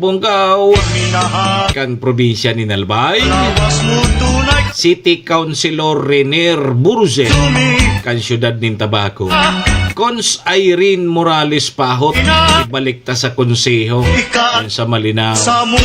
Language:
Bikol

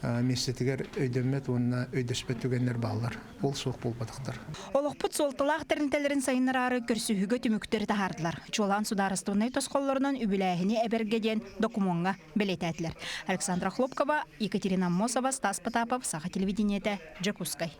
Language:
Yakut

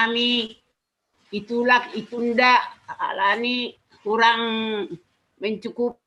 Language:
Batak Simalungun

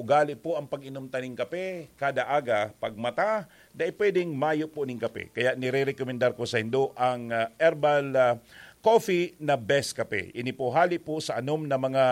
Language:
Bikol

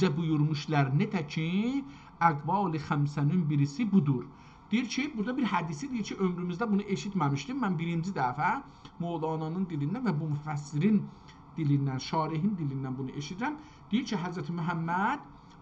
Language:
South Azerbaijani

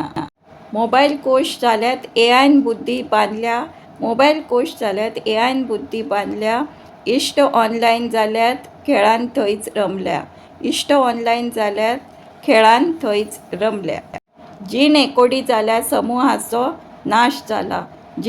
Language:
Konkani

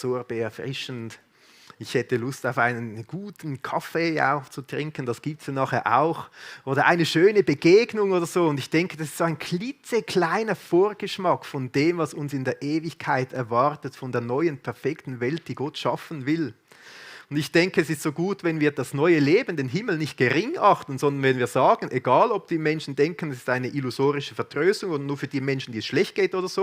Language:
Swiss German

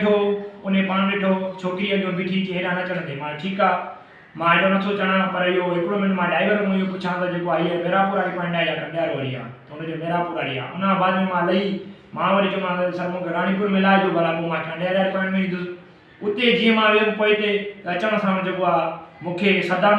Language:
Sindhi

